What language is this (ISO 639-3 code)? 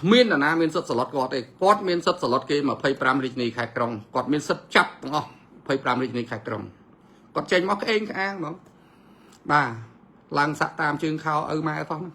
khm